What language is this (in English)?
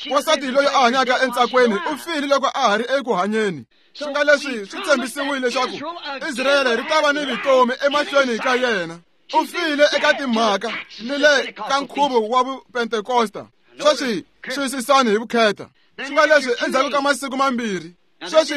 Tsonga